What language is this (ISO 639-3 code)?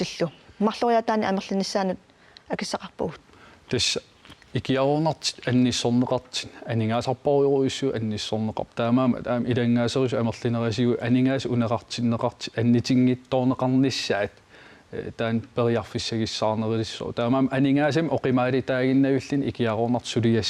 kal